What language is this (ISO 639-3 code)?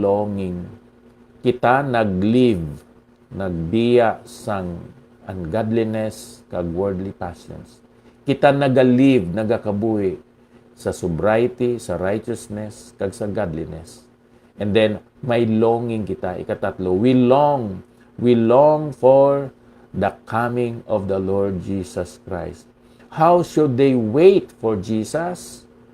hil